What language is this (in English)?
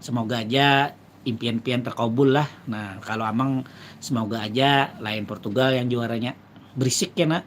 Banjar